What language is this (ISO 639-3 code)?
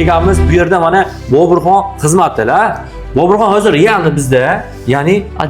uzb